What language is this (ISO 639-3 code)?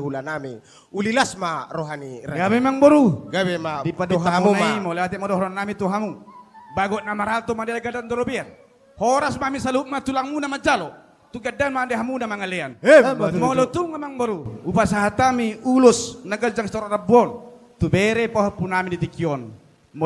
bbc